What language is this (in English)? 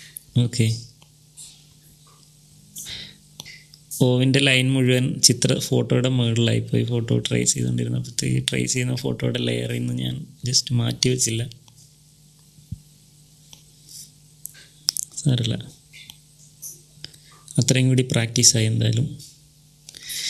Malayalam